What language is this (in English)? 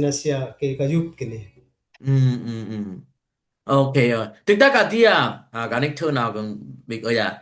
Dimasa